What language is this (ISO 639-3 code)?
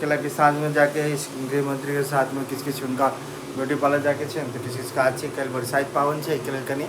mai